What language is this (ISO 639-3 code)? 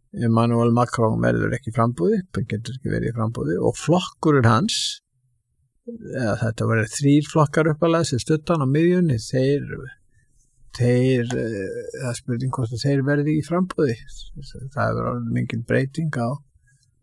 isl